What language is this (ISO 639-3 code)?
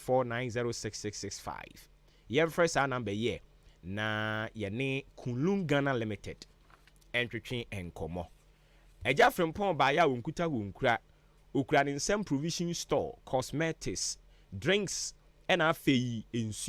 aka